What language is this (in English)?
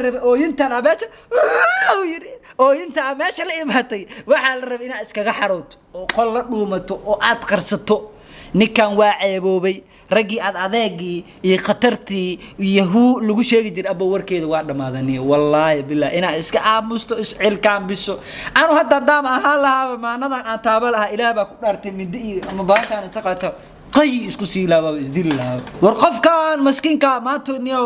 Somali